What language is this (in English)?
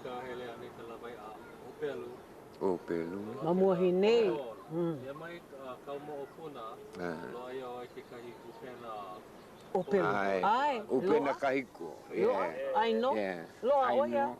Hawaiian